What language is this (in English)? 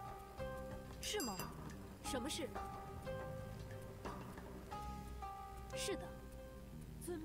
Chinese